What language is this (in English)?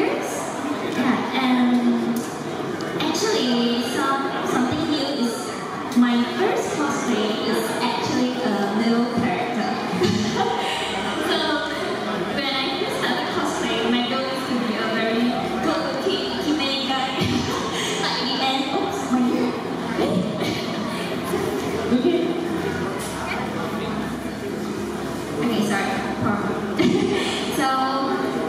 English